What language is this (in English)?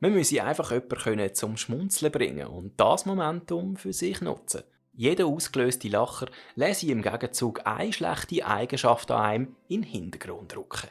Swiss German